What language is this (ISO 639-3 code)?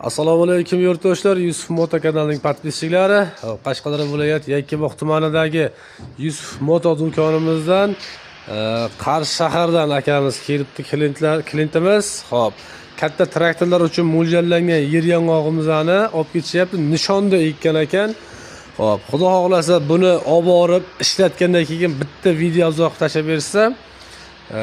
uzb